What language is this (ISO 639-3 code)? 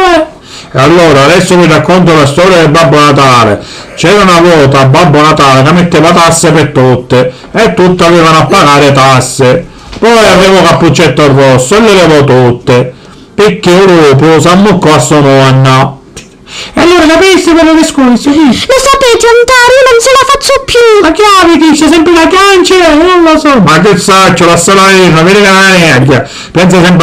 scn